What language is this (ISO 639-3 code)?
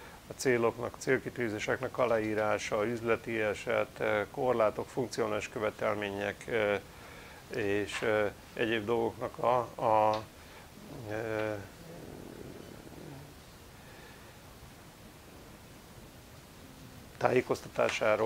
hun